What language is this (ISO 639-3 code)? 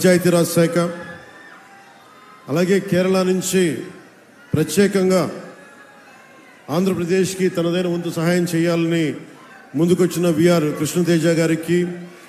tel